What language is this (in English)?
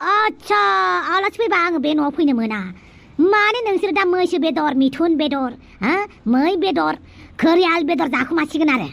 Bodo